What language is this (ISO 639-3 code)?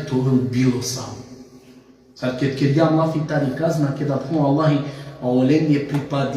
rmn